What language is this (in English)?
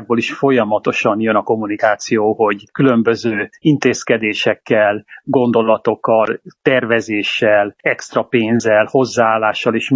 Hungarian